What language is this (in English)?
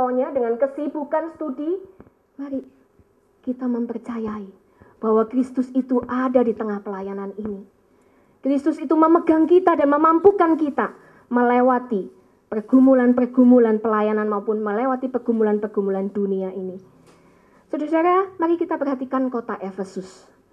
Indonesian